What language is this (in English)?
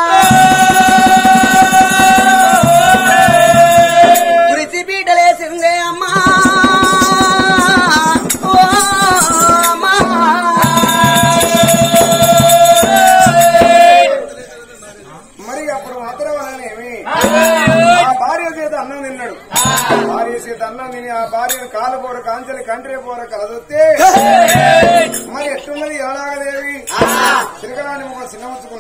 Telugu